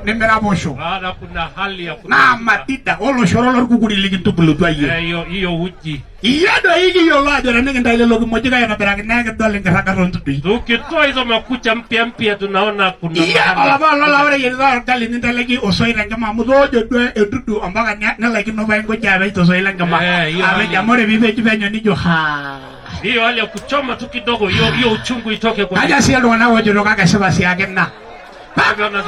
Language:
Masai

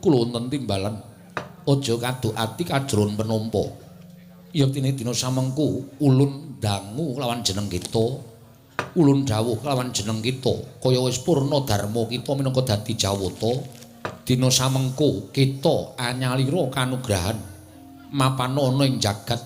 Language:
Javanese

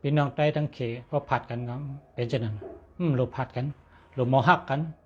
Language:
Shan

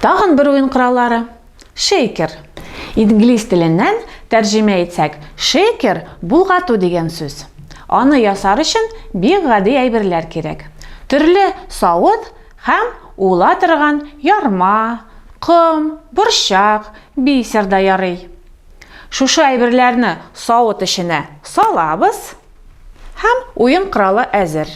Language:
Tatar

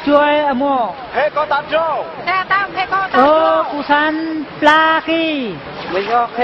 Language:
Eastern Bru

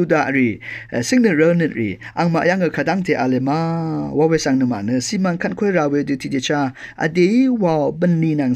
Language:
Rawang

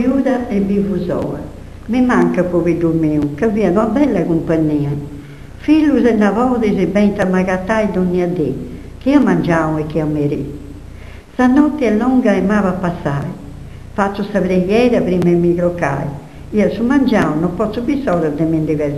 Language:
Sardinian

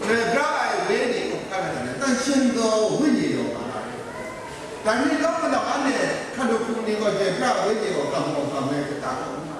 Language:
Kachin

